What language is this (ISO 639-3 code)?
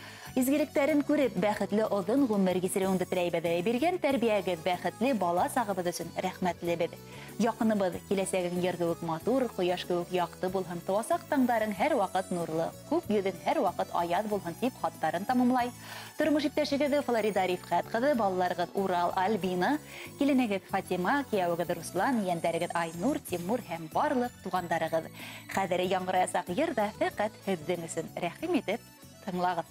bak